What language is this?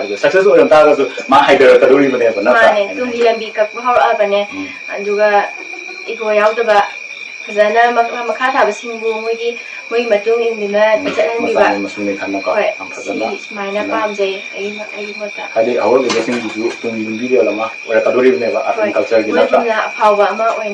Manipuri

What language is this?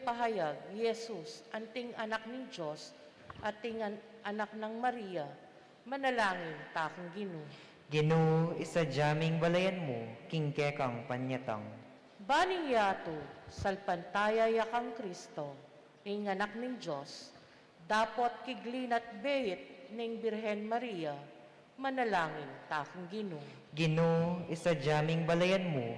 Pampanga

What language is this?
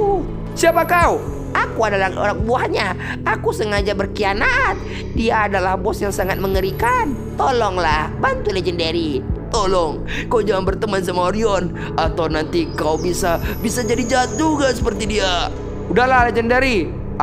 Indonesian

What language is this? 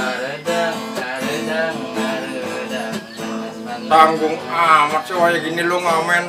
Betawi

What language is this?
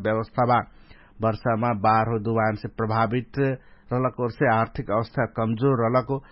Dangaura Tharu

